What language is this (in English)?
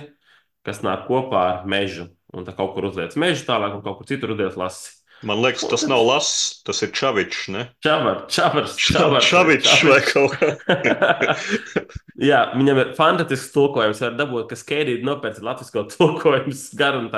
Latvian